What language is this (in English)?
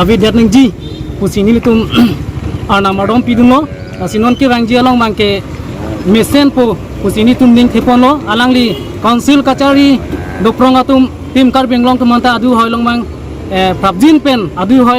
Karbi